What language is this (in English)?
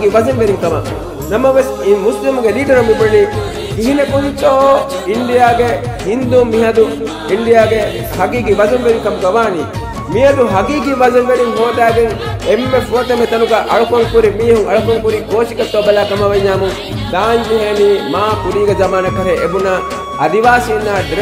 Divehi